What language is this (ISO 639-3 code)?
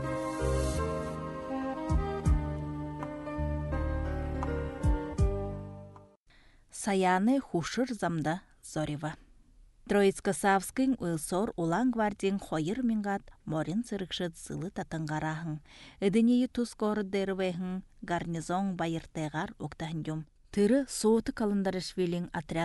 bua